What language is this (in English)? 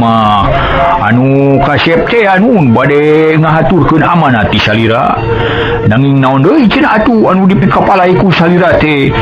Sundanese